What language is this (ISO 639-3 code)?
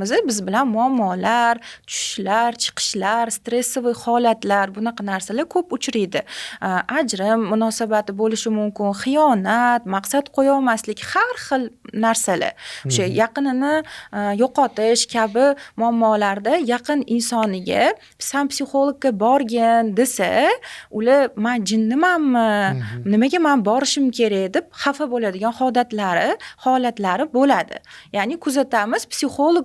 uzb